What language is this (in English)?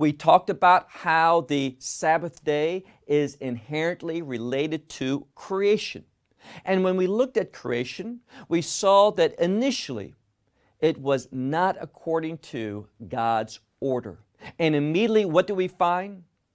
English